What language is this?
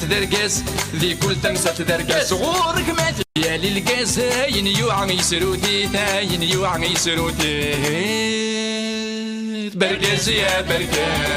Kabyle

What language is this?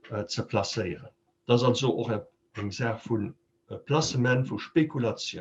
Luxembourgish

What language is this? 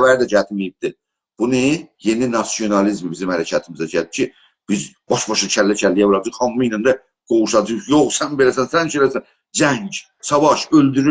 South Azerbaijani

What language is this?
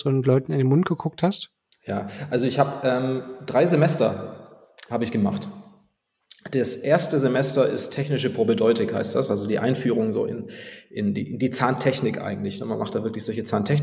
German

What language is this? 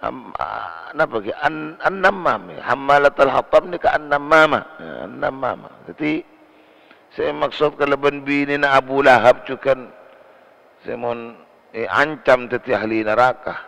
Madurese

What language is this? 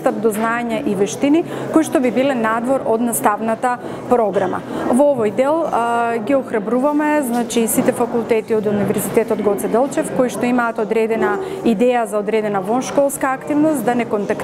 Macedonian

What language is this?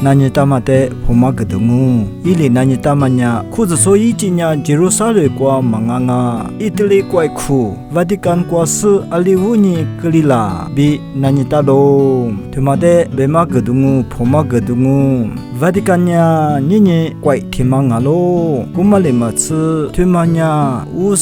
Lisu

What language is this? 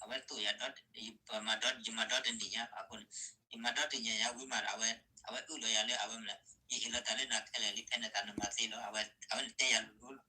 S'gaw Karen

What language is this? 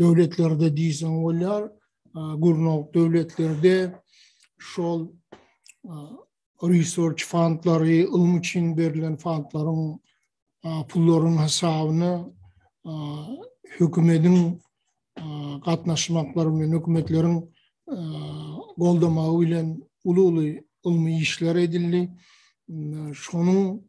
Turkmen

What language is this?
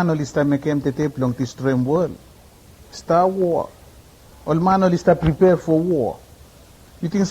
Bislama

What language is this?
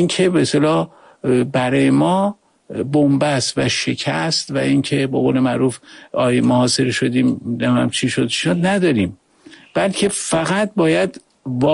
Persian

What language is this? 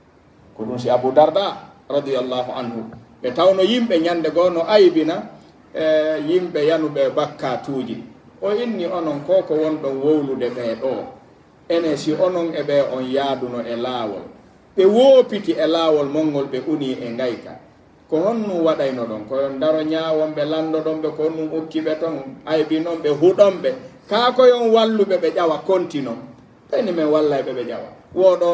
Pular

